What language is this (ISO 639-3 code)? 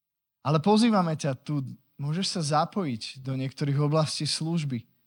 slk